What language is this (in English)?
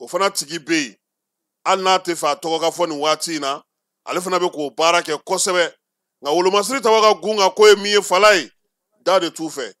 Bambara